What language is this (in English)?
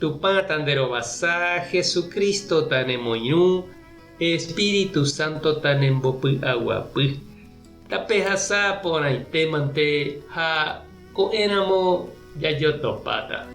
Guarani